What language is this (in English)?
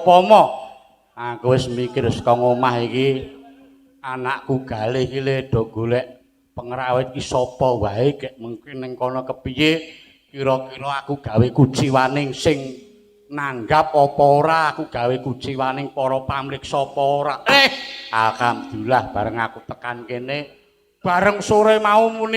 Javanese